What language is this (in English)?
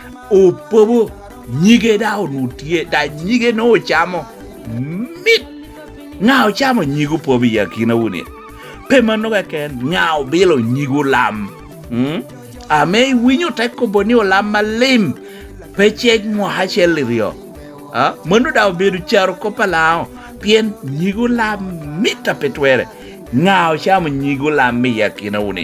Lango (Uganda)